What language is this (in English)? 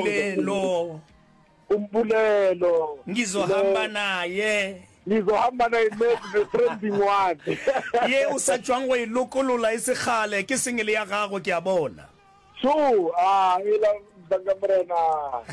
Northern Sotho